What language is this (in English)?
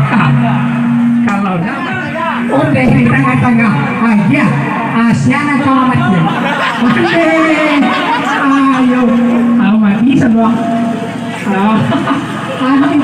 Minangkabau